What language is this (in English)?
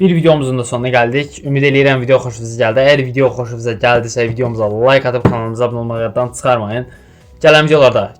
Azerbaijani